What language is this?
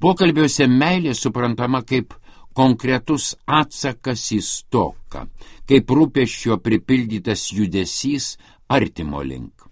Lithuanian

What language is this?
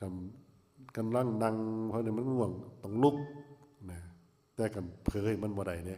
Lao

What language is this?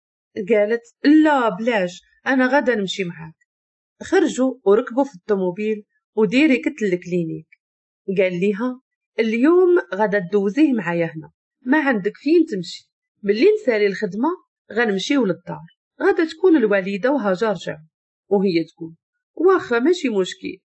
Moroccan Arabic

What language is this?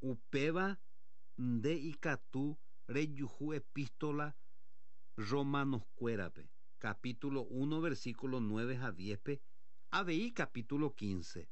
Guarani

